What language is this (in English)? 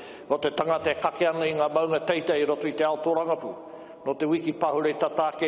Māori